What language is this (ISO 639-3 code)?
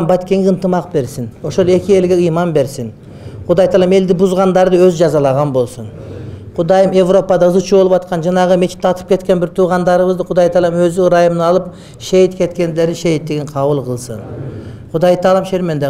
kir